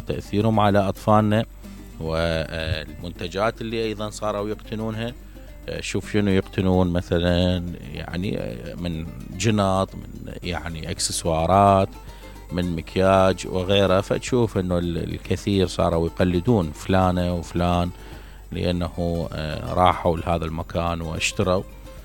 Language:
Mesopotamian Arabic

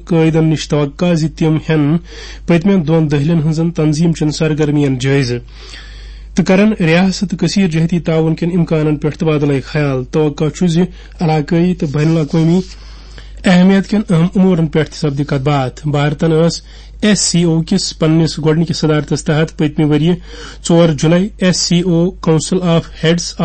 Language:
Kashmiri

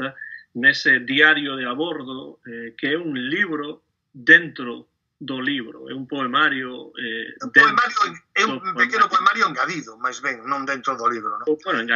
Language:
Galician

